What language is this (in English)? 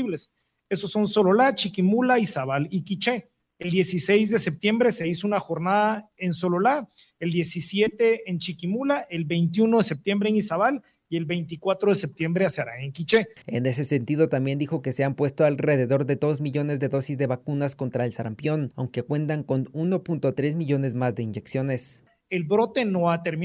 Spanish